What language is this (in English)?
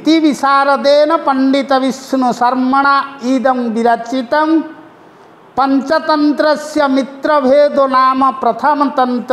Odia